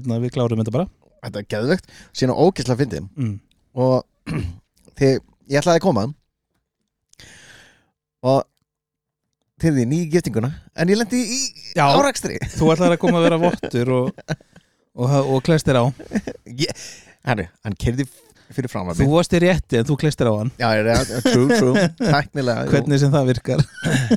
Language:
Icelandic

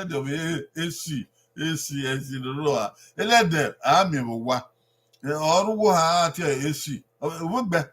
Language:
Bini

